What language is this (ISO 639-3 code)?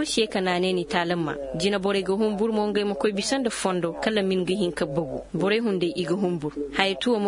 ses